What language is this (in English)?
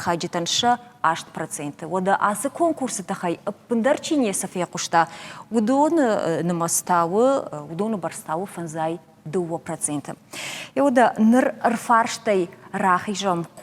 Ossetic